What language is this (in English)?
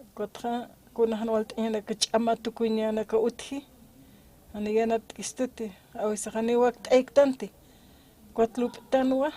Aymara